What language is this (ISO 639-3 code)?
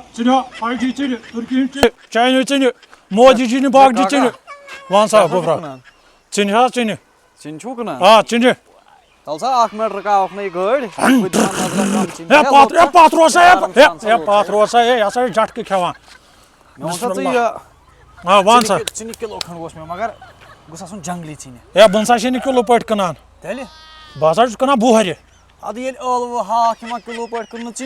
kas